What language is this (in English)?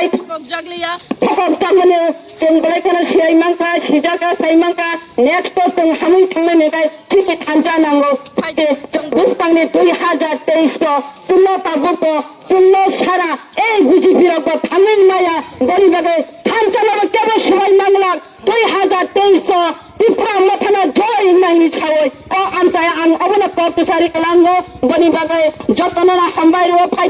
Kok Borok